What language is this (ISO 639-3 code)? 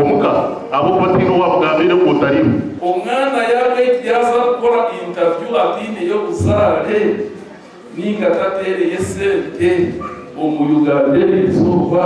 nyn